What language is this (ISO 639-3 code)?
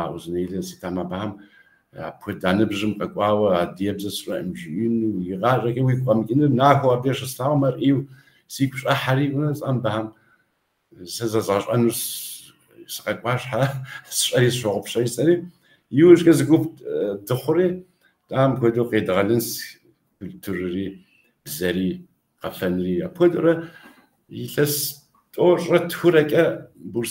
kbd